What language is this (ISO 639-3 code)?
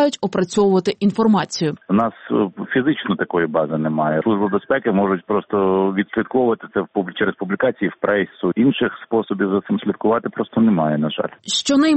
ukr